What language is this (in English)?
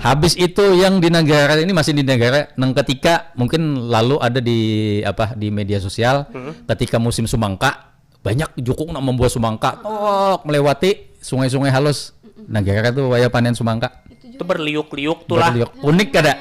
Banjar